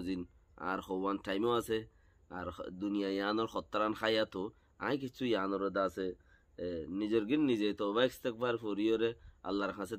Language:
Rohingya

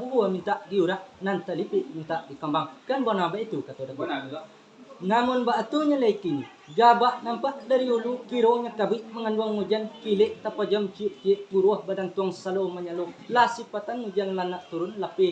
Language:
Minangkabau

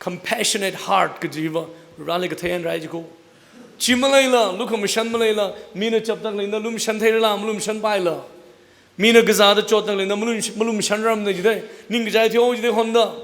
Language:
Tangkhul Naga (India)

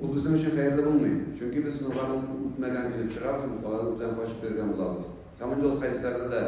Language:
Tatar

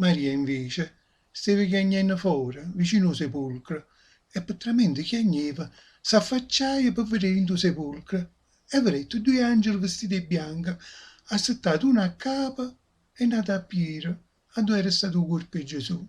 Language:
Neapolitan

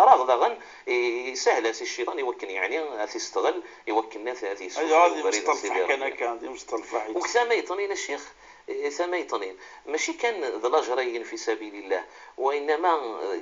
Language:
Moroccan Arabic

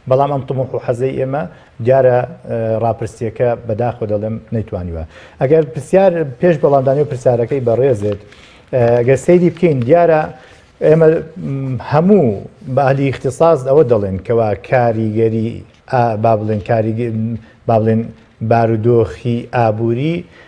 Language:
Central Kurdish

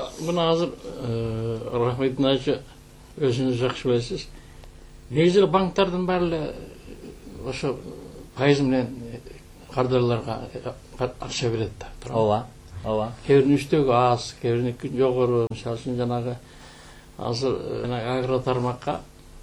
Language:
Kyrgyz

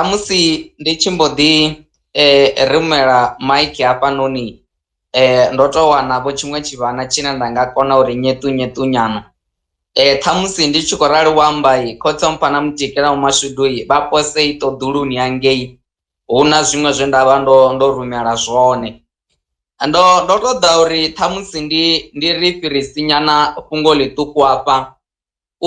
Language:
Venda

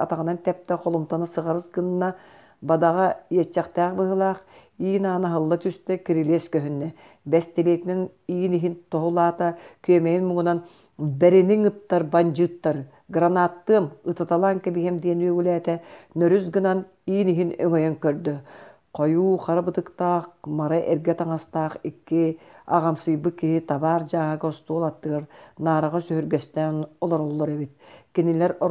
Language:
Yakut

